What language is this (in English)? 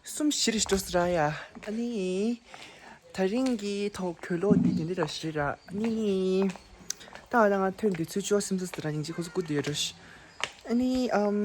Tibetan